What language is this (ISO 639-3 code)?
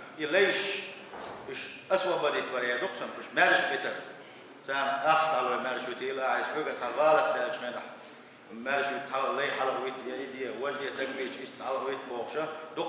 che